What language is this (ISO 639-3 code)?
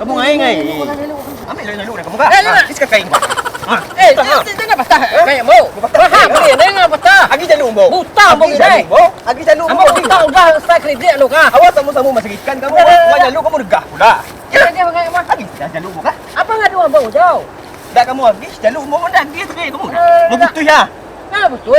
min